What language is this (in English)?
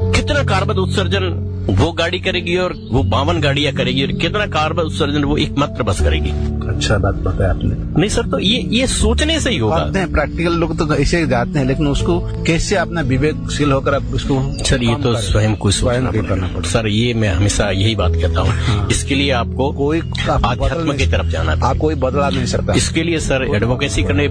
Hindi